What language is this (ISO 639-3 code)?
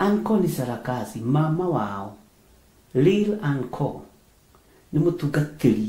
kik